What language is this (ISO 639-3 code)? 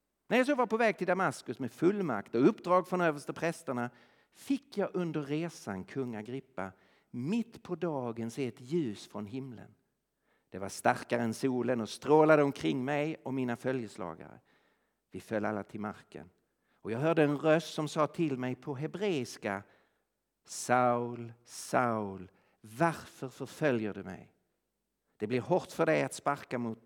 swe